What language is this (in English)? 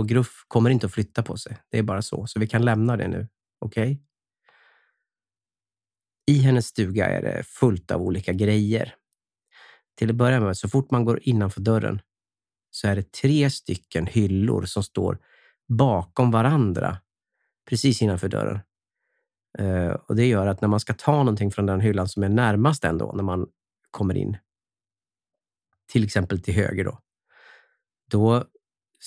Swedish